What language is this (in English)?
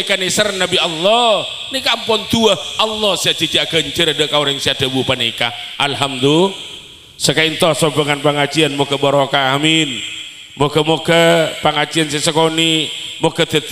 Madurese